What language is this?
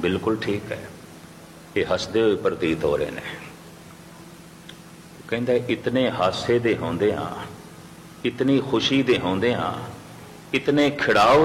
Punjabi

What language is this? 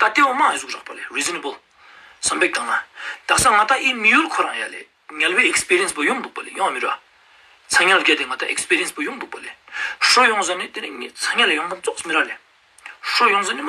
Ladakhi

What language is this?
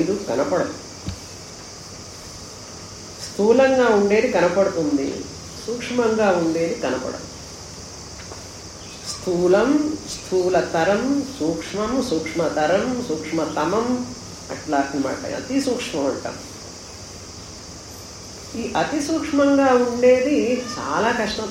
Telugu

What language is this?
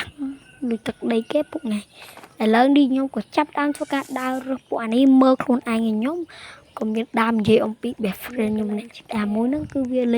Khmer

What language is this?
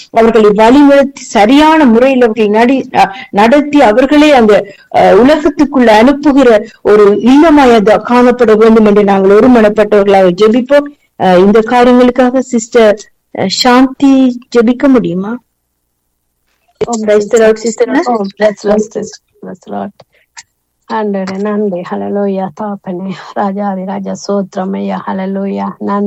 Tamil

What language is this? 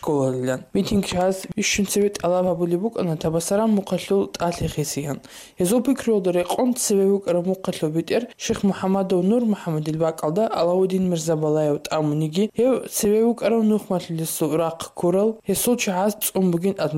Avaric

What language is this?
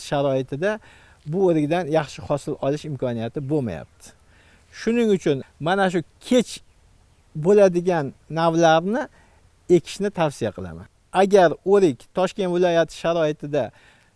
Uzbek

